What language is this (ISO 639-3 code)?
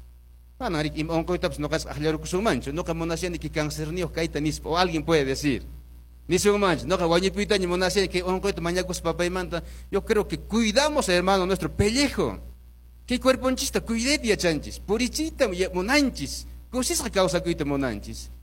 que